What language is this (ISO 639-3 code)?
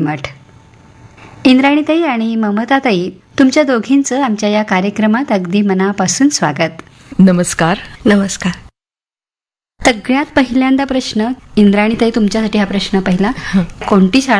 mar